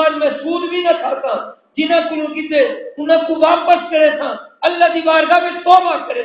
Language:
Saraiki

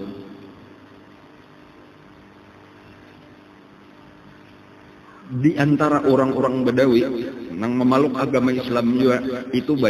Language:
Banjar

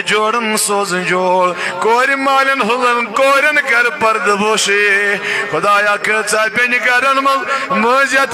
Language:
Kashmiri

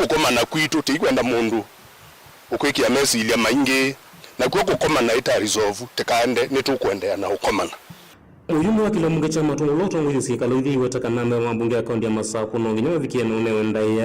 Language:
Kamba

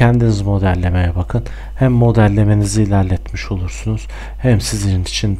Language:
Turkish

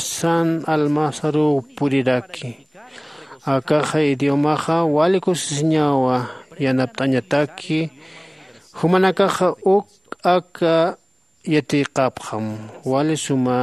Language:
Aymara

